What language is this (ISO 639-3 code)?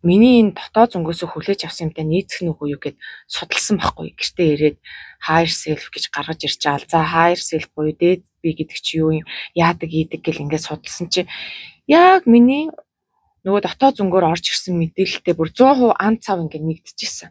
mon